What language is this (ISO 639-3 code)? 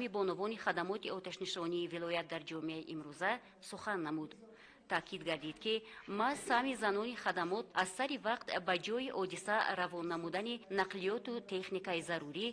tgk